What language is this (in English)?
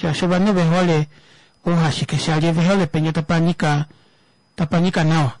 Kuanyama